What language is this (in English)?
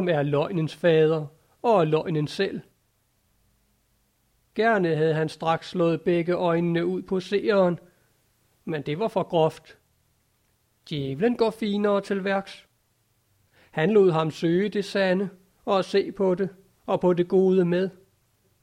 Danish